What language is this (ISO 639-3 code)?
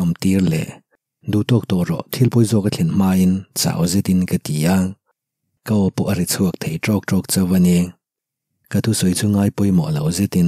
lus